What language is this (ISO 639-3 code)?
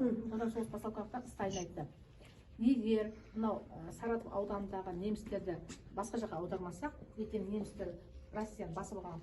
kaz